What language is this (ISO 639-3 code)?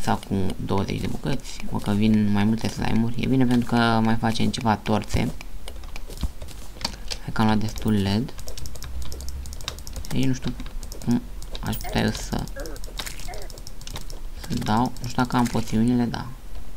ron